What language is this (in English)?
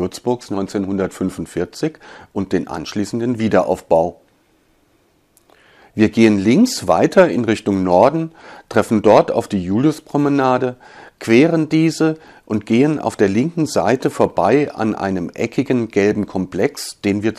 German